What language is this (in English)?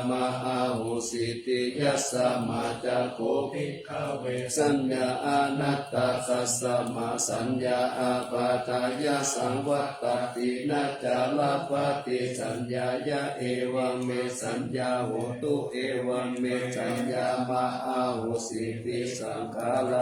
Pali